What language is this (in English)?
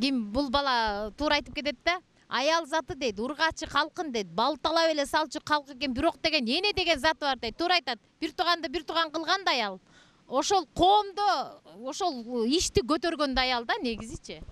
Kyrgyz